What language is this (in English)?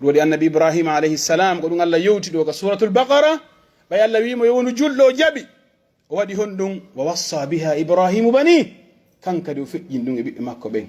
Pular